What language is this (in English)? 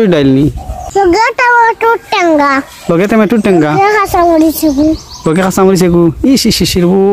Sylheti